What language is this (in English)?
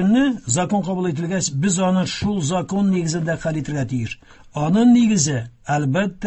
Tatar